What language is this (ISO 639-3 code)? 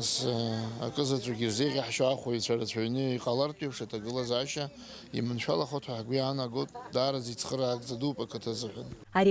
abk